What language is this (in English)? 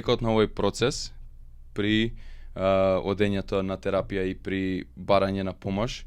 Macedonian